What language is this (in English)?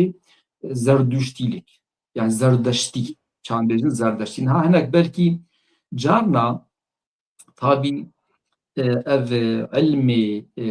Kurdish